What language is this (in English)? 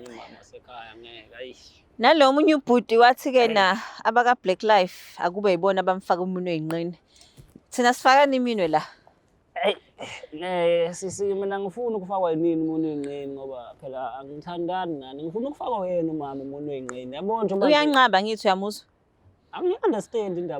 Zulu